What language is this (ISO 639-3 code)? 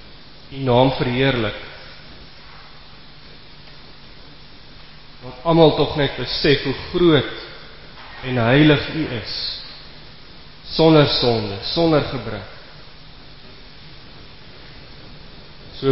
afr